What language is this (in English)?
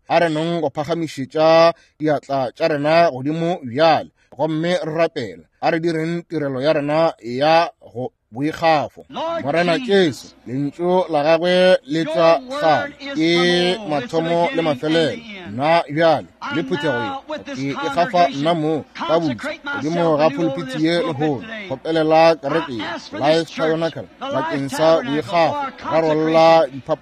Northern Sotho